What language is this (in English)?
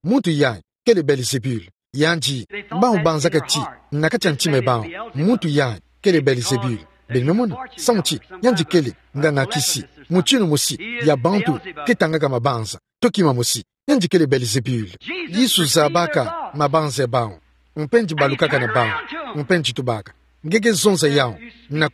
Kituba (Democratic Republic of Congo)